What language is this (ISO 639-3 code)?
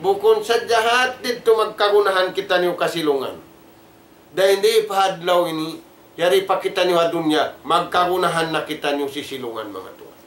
tsg